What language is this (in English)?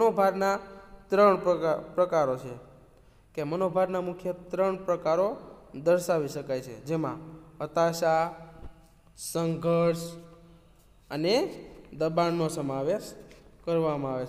Gujarati